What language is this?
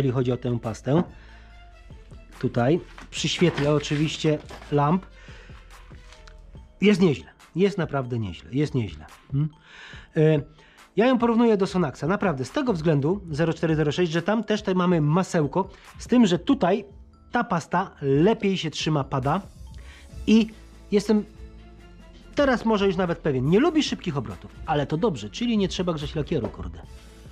Polish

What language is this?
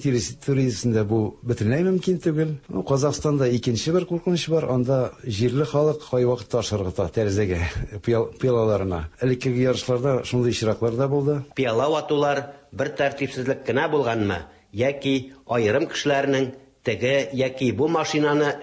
Tatar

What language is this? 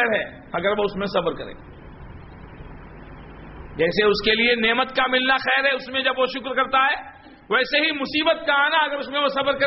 Urdu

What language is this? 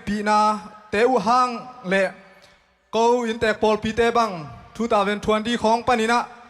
Tedim Chin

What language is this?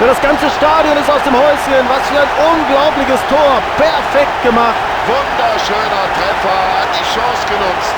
Bavarian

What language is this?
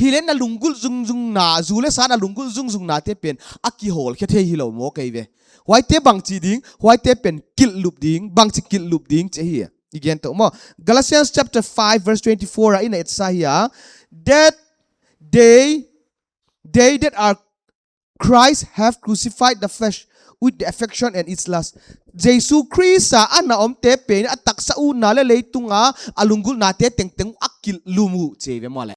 Paite Chin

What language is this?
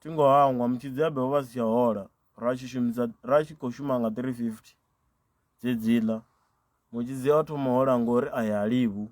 Venda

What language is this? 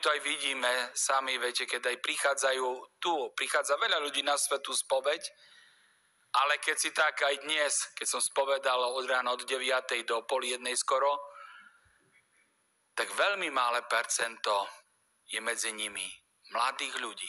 Slovak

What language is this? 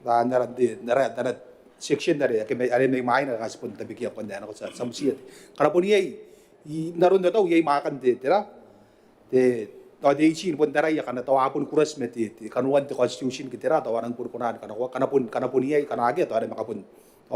Gilbertese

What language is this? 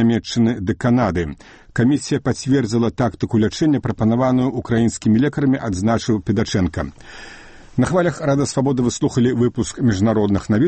Belarusian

